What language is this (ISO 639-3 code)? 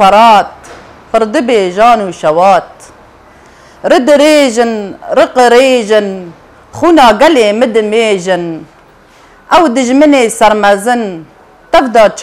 fas